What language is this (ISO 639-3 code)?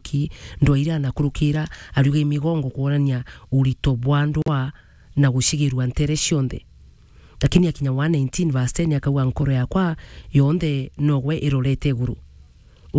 mer